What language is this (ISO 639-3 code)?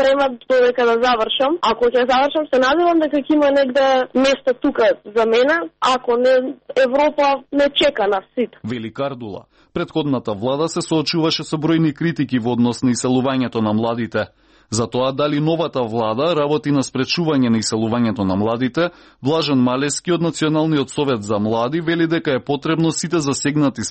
mkd